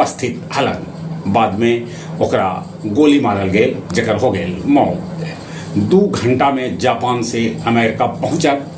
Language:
Magahi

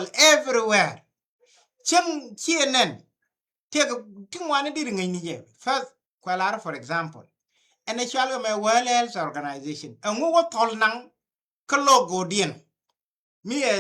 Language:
Nuer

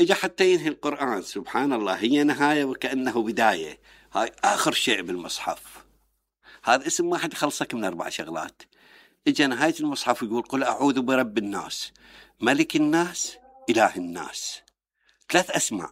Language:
Mesopotamian Arabic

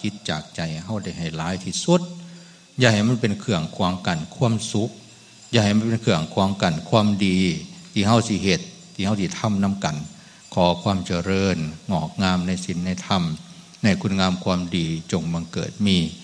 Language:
Northeastern Thai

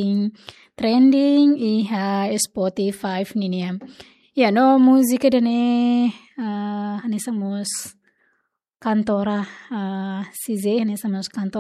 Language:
Tetum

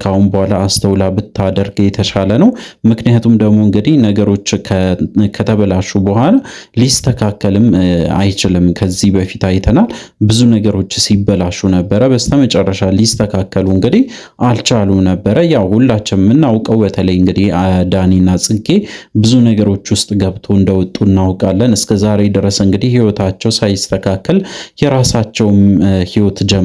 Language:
Amharic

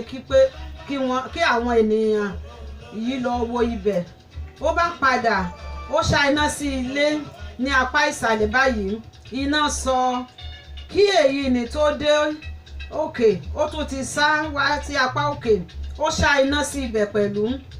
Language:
Yoruba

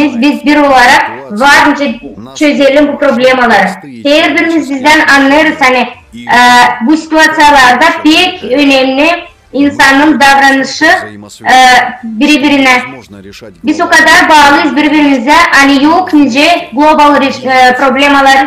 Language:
Gagauz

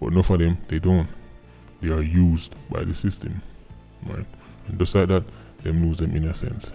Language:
Jamaican Creole English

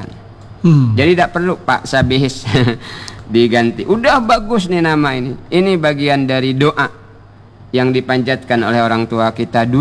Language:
Indonesian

